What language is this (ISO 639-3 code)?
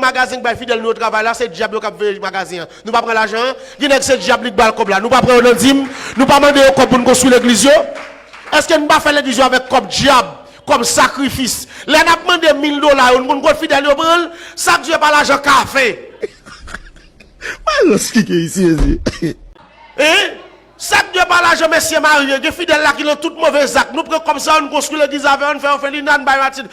hat